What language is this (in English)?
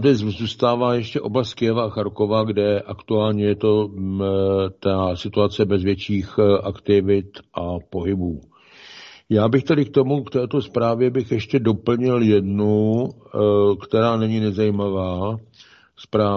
Czech